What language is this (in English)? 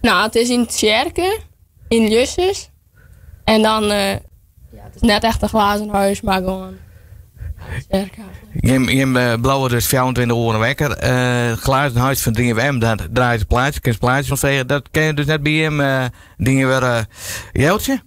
Western Frisian